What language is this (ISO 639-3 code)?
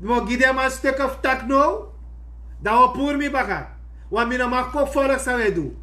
srn